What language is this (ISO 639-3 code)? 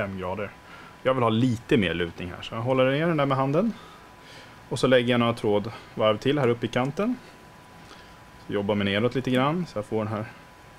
swe